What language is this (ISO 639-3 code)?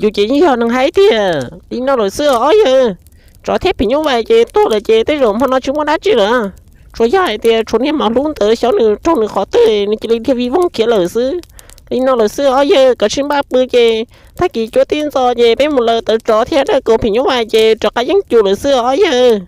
hmn